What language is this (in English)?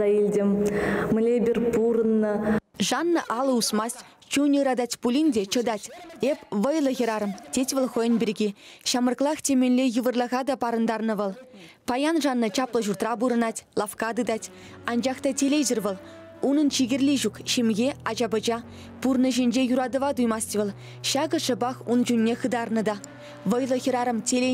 Chuvash